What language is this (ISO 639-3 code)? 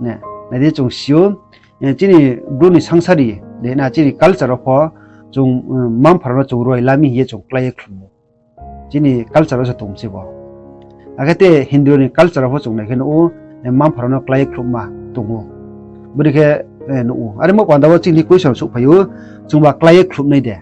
ria